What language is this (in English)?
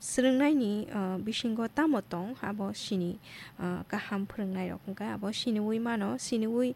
Kok Borok